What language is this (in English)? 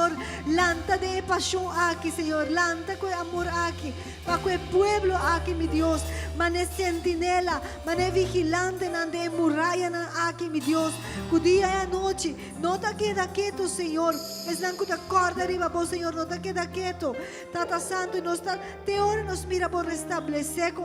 Papiamento